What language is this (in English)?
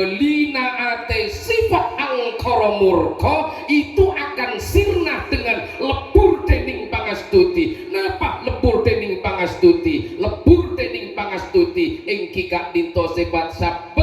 Madurese